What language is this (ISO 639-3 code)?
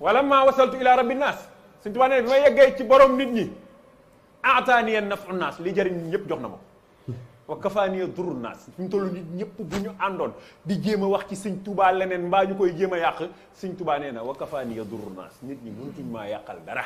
wol